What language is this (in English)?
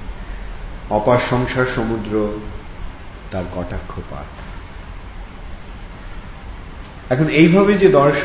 Bangla